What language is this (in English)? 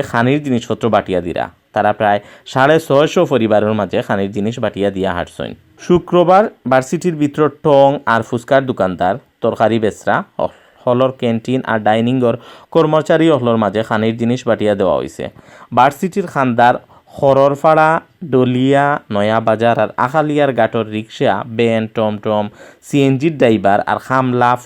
Sylheti